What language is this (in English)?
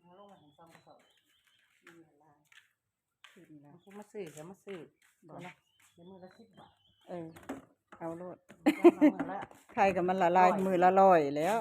Northeastern Thai